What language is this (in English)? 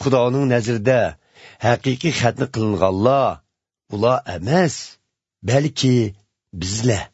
Uyghur